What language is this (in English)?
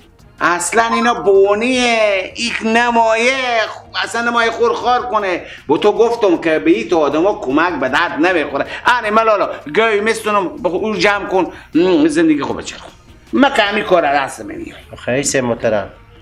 Persian